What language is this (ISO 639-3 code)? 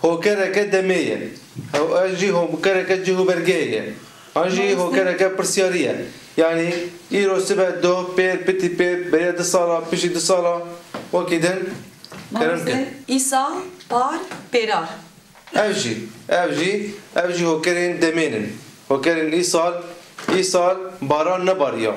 kur